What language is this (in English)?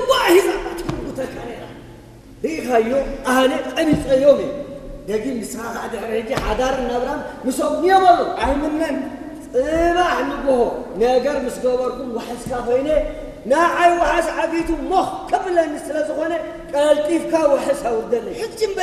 Tigrinya